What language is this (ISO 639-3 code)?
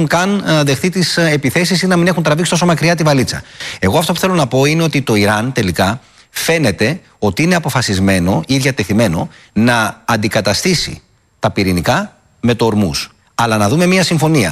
ell